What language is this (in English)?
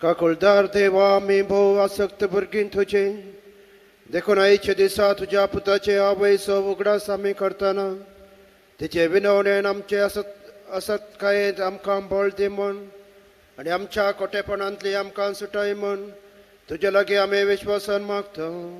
Konkani